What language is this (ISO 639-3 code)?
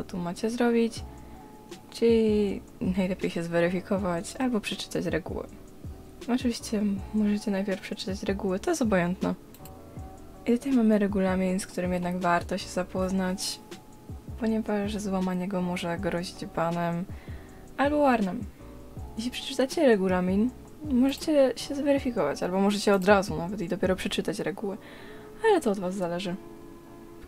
pol